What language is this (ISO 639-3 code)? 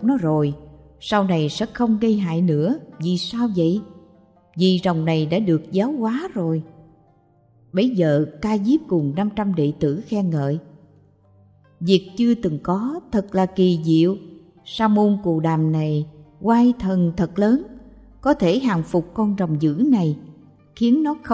vie